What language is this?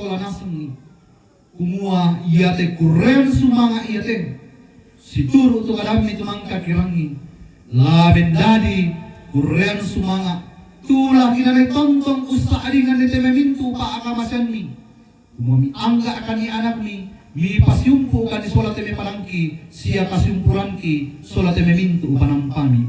Toraja-Sa'dan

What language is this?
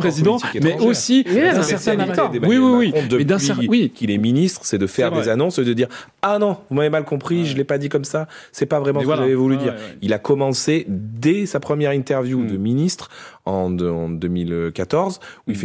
French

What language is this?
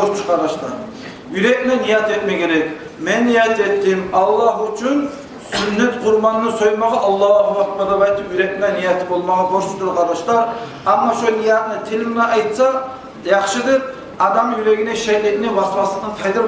Kumyk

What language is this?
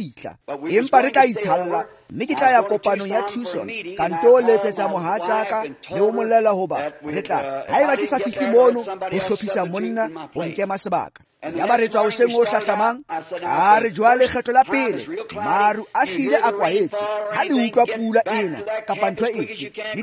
Tswana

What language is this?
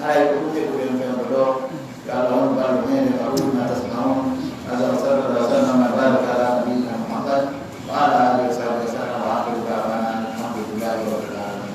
Fula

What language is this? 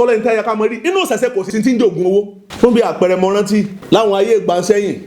Yoruba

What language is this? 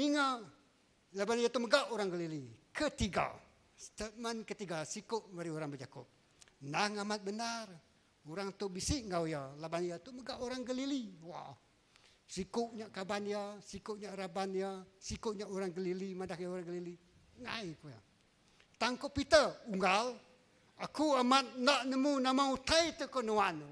Iban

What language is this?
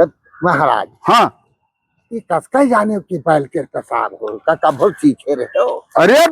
Awadhi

